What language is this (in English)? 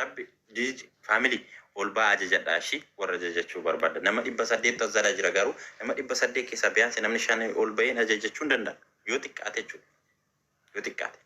Oromo